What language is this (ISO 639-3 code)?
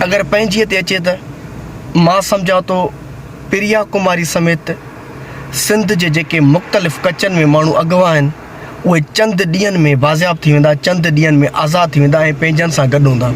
snd